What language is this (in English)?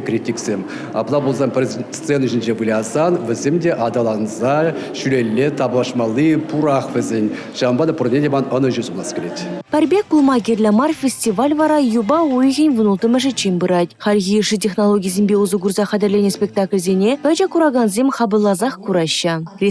Chuvash